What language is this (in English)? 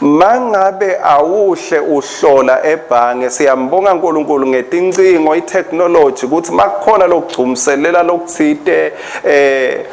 Swati